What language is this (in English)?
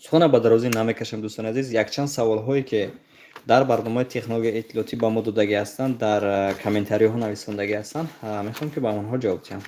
Tajik